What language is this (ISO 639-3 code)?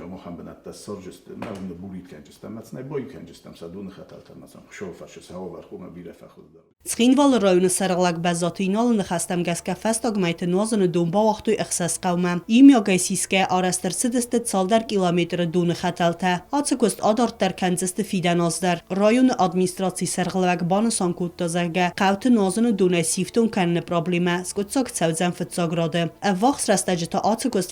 oss